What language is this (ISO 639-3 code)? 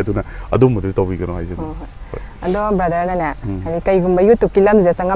mni